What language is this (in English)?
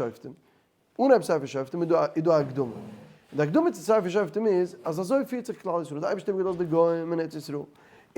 Yiddish